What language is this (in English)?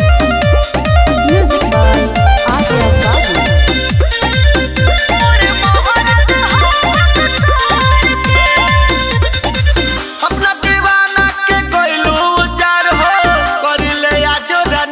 Bhojpuri